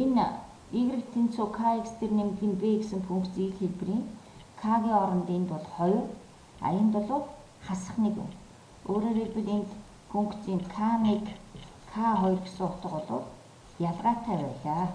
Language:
Mongolian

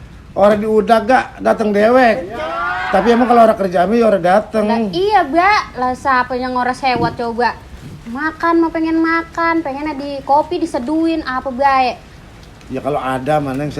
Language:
Betawi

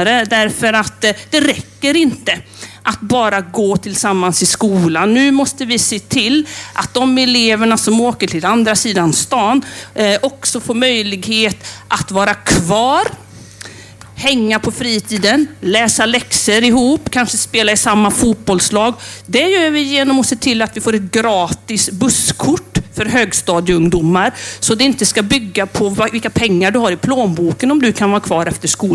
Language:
Swedish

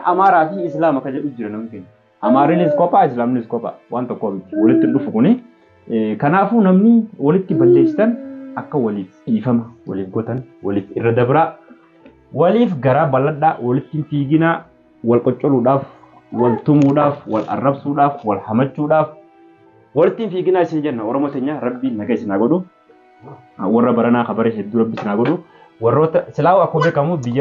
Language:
Oromo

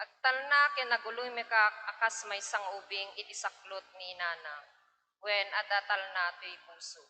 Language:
Iloko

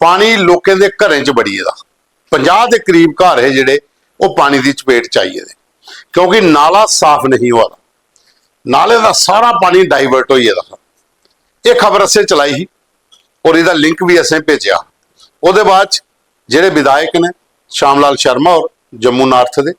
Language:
Dogri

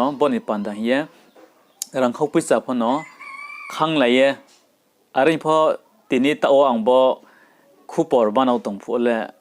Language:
Riang (India)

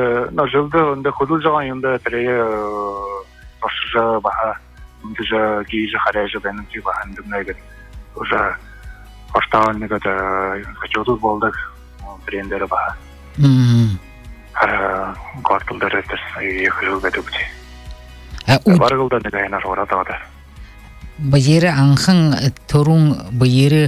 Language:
Buriat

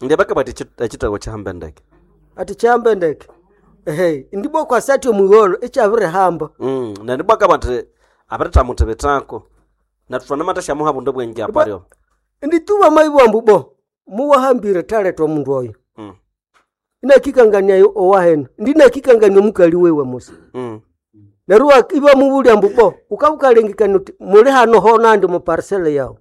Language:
Nande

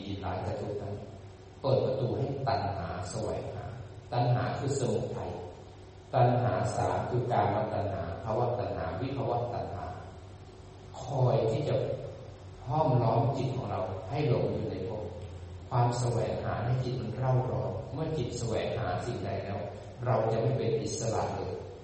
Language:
Thai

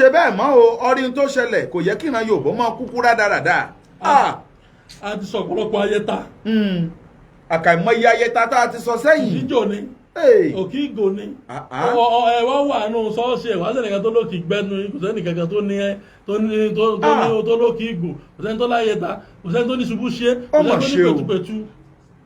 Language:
Yoruba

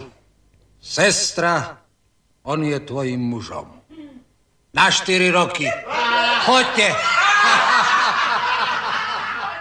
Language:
Slovak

